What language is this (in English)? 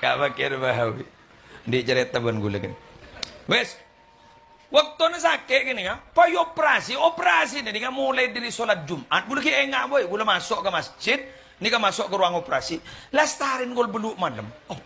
Madurese